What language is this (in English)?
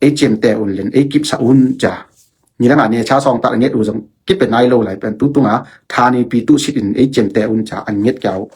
Tedim Chin